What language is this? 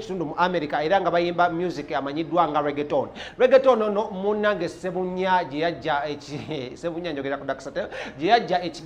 Ganda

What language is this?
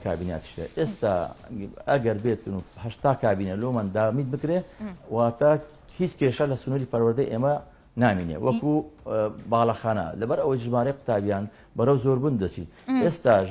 Central Kurdish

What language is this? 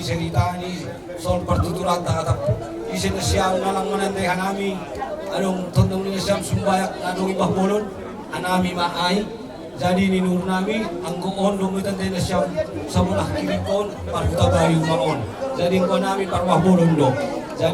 Batak Simalungun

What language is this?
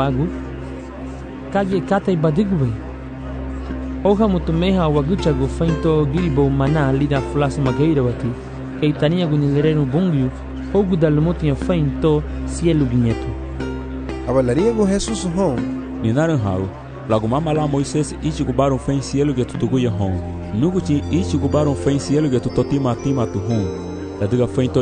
Garifuna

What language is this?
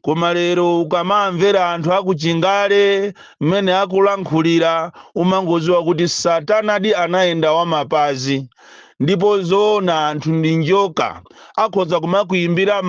Nyanja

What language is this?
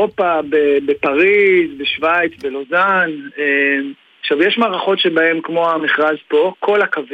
Hebrew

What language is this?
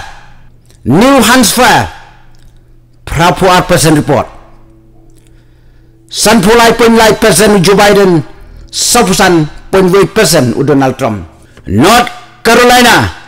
Khasi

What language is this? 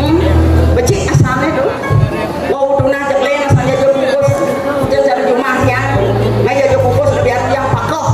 Balinese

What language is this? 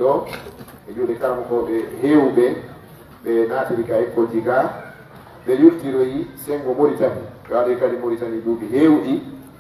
Pular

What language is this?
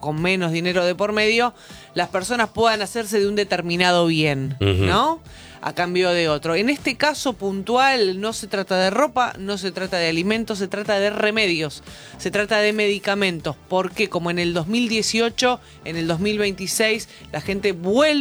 Spanish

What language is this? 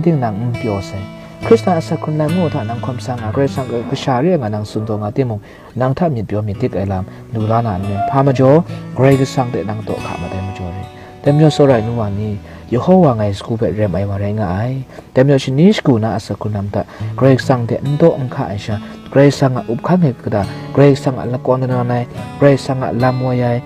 Kachin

